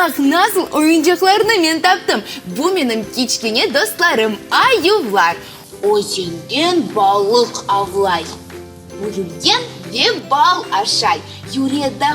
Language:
Crimean Tatar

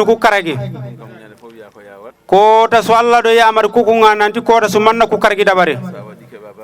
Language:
Fula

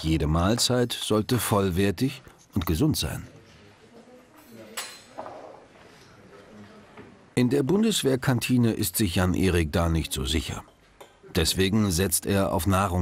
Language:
German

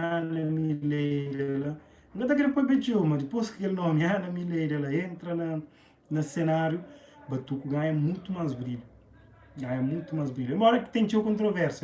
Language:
Kabuverdianu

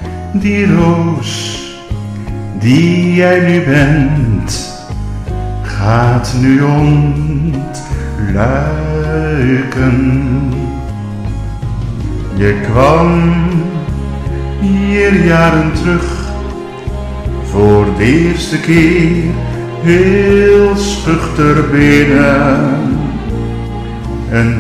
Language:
Dutch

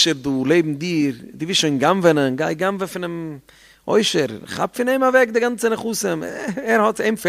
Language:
Yiddish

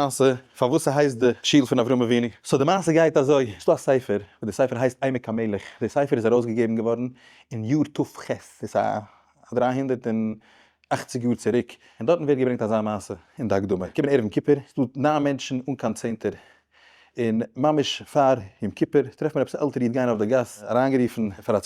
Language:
Yiddish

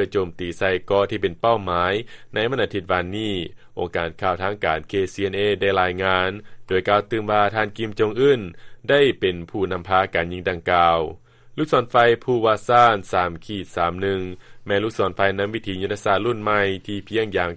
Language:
Lao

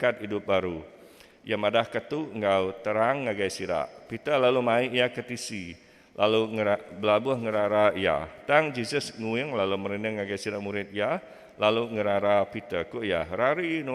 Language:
Iban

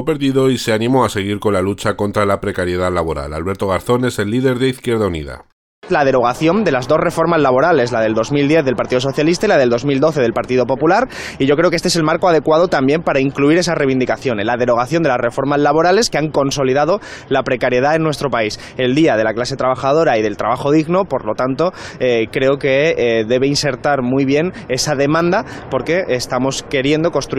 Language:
Spanish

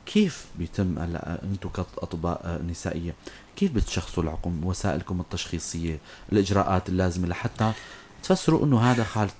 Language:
North Levantine Arabic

